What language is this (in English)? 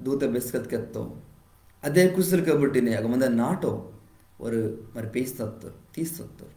Koya